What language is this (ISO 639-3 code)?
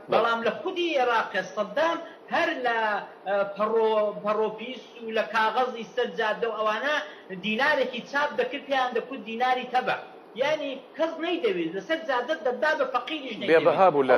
ckb